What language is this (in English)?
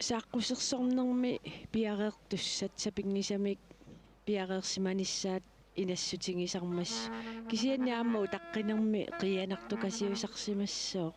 Kalaallisut